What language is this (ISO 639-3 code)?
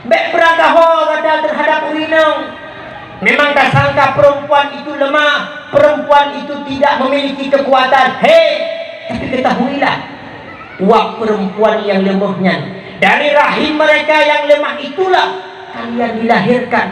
ace